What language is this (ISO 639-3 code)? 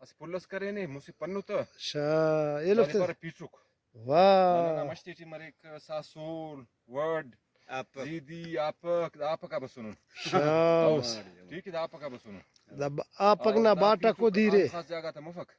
brh